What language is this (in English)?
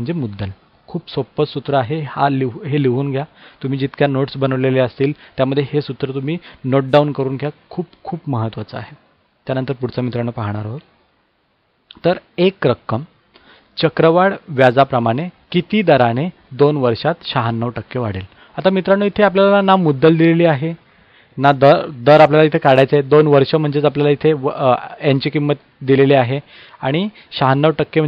Marathi